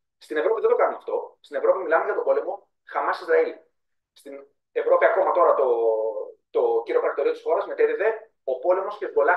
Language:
Greek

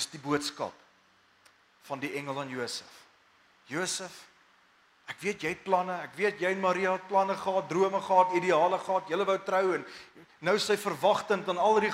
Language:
Afrikaans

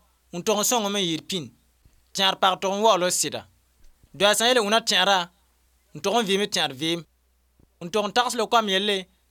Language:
Mossi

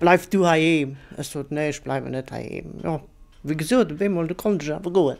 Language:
Luxembourgish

